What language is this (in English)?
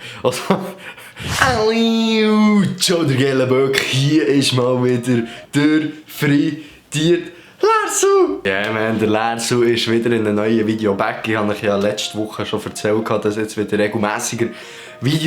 Swiss German